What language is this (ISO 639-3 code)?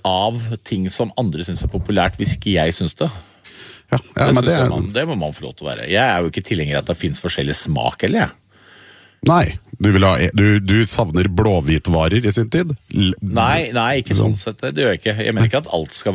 nor